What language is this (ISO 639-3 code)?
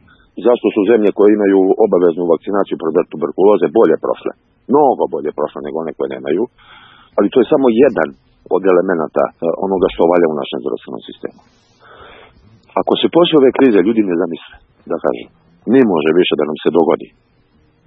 srp